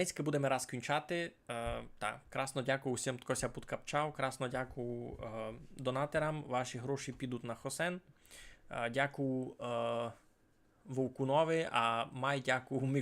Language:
Rusyn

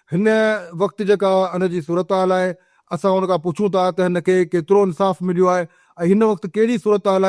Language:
Sindhi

